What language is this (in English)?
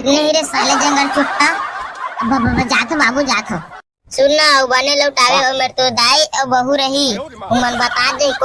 Chhattisgarhi